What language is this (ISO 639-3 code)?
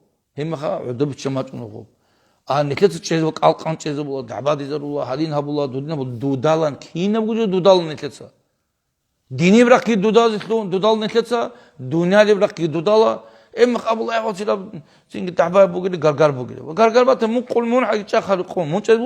ava